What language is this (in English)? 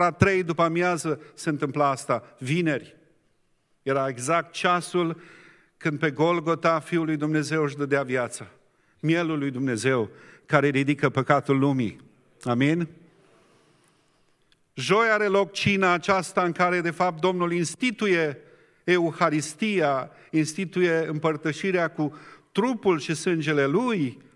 Romanian